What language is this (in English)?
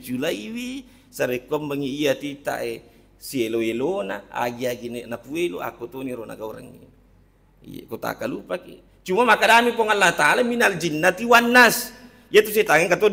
Buginese